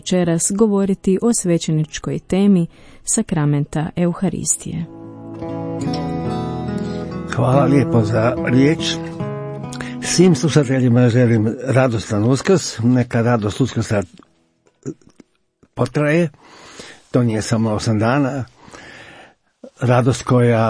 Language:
Croatian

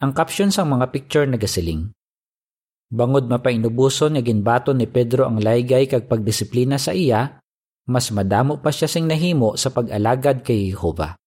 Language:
Hiligaynon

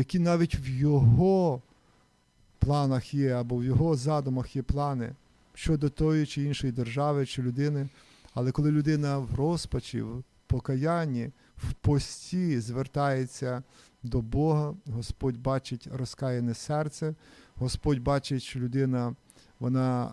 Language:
Ukrainian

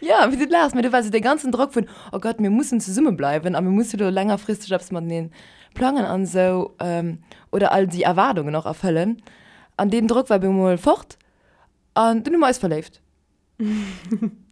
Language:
Luxembourgish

